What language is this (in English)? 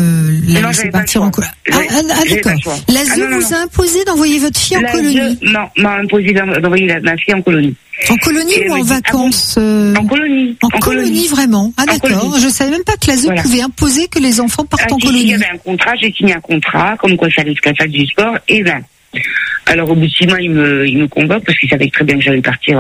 French